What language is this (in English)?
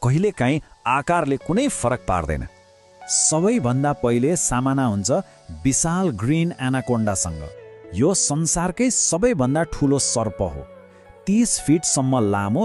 Nepali